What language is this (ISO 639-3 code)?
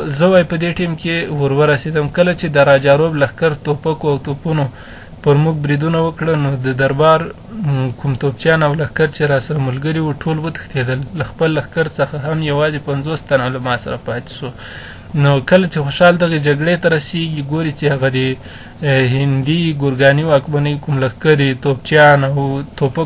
pus